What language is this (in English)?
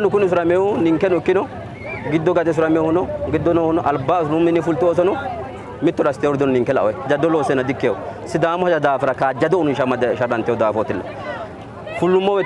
Sidamo